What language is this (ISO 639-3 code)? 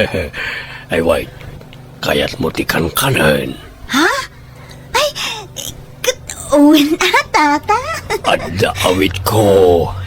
ilo